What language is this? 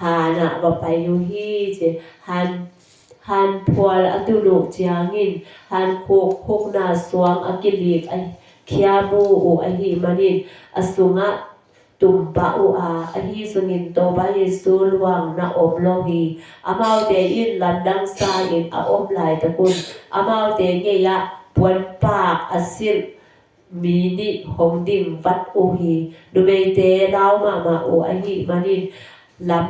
Tedim Chin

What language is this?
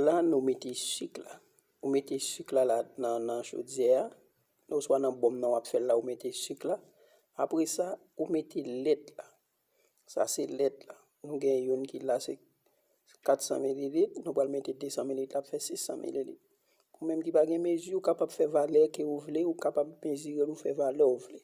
Haitian Creole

